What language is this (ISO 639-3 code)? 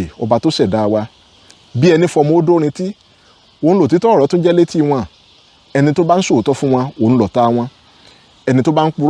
yor